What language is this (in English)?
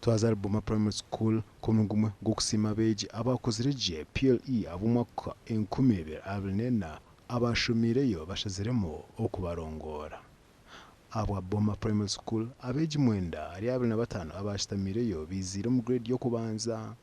Nyankole